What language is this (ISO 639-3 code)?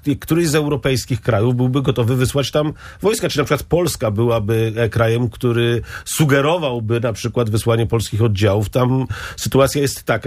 pol